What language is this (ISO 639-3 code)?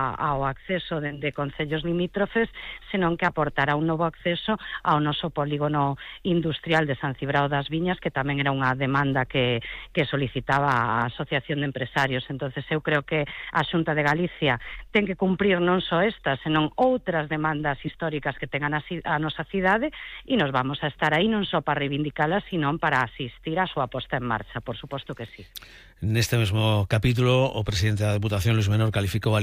glg